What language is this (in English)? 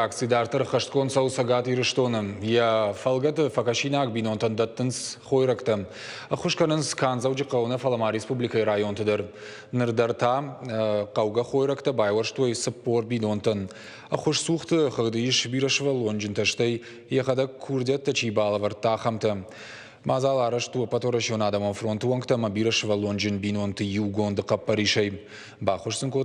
Ossetic